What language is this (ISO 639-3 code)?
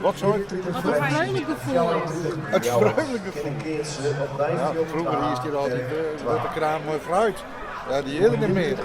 fry